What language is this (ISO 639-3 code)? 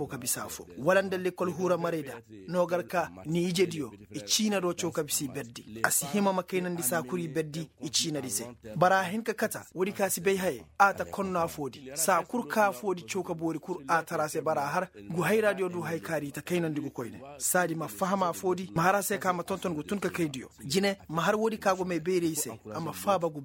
ses